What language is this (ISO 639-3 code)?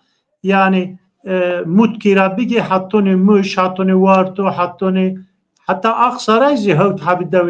zza